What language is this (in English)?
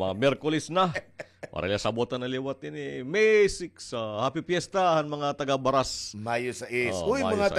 Waray